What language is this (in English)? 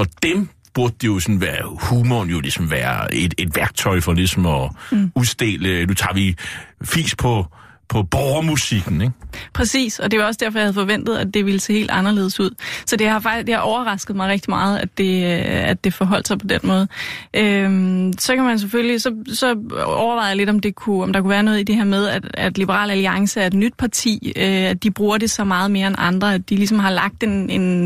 Danish